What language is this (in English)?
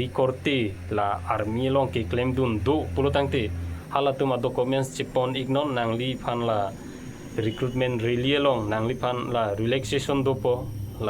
Karbi